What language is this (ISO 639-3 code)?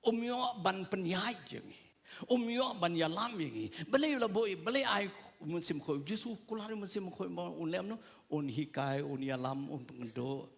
kha